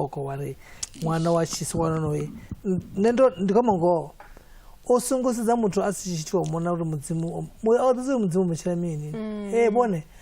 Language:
Venda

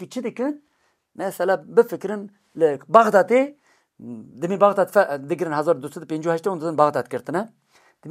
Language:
Kurdish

